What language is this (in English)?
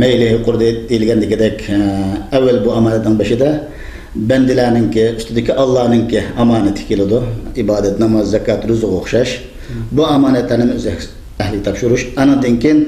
Uyghur